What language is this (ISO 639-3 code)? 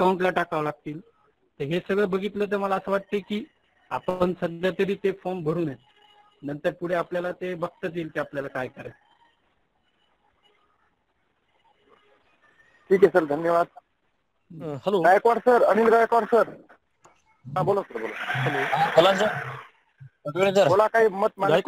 mar